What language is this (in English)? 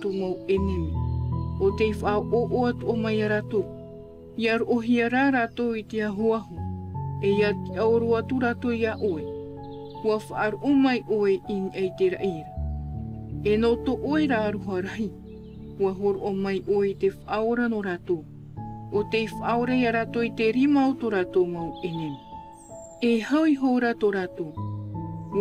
Tahitian